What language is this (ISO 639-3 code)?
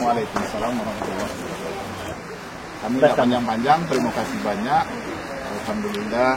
min